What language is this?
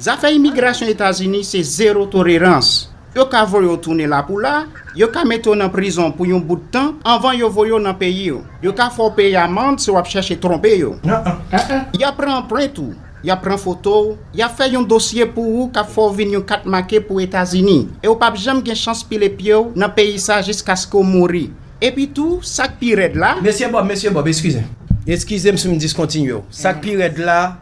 Haitian Creole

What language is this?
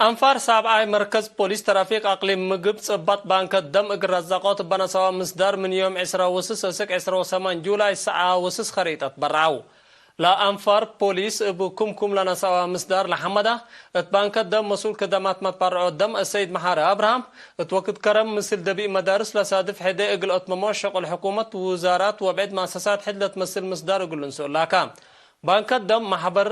Tigre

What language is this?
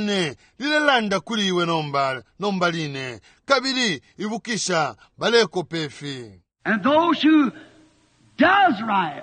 Bemba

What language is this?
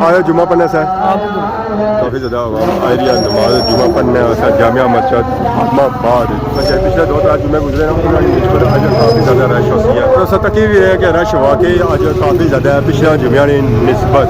Pahari-Potwari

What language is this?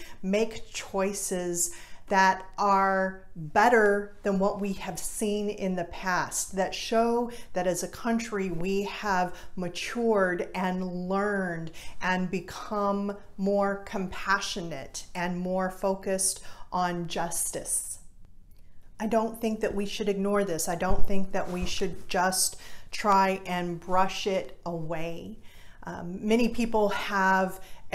English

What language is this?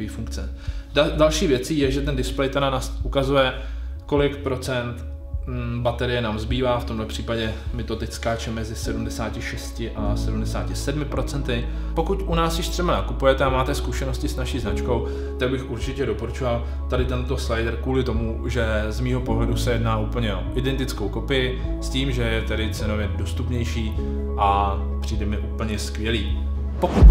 Czech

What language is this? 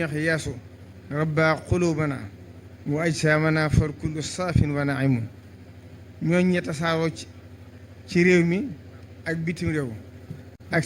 Wolof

